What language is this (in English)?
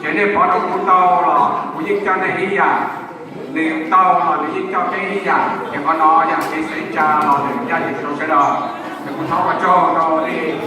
Hmong